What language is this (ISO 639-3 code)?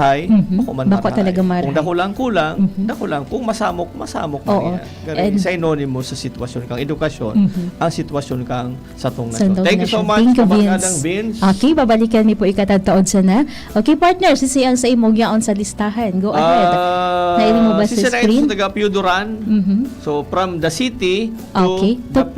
bik